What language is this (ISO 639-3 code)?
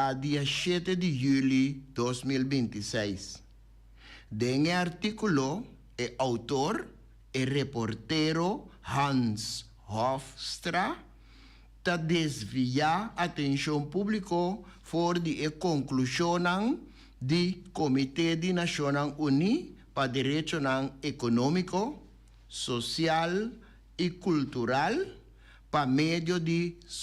pap